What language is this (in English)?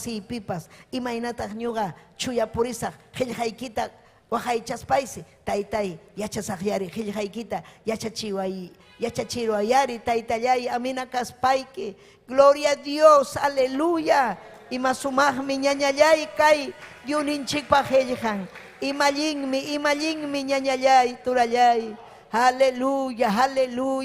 Ayacucho Quechua